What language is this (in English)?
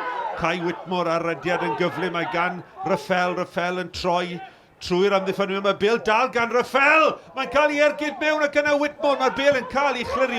Welsh